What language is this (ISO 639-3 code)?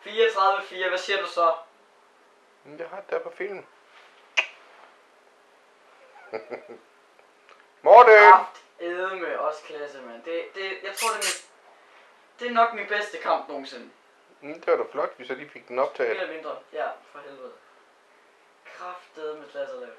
dan